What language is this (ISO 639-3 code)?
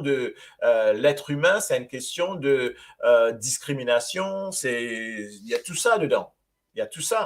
mfe